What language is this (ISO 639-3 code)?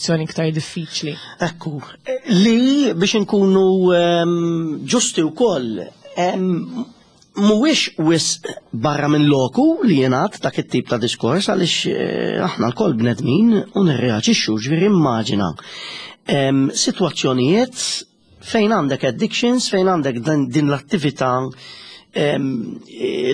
mlt